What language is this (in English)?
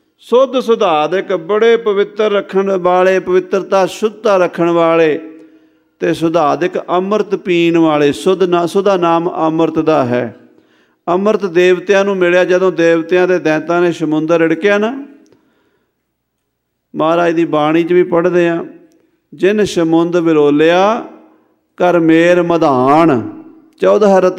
Punjabi